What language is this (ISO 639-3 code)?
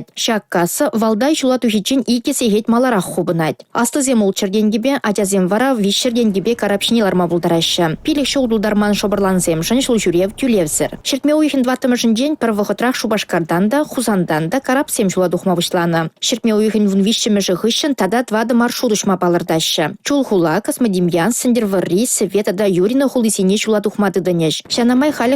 chv